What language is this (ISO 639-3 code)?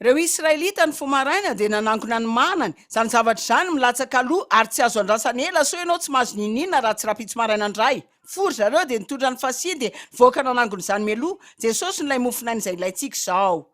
mlg